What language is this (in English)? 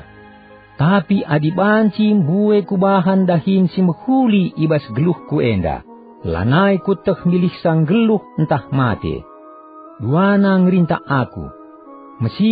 Batak Karo